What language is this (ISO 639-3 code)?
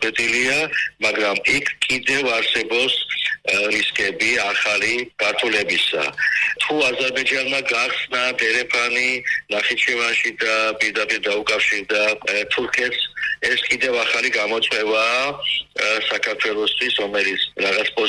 kat